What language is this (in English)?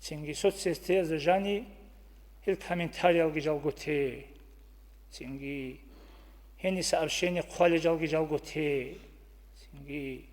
Avaric